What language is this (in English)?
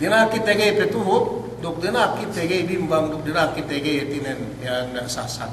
Yakan